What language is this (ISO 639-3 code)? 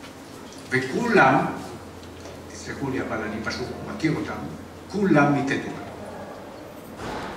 heb